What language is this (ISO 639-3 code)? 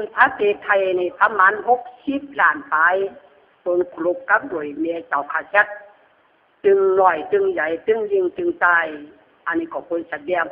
khb